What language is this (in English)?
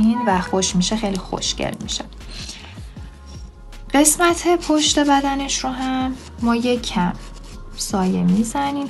Persian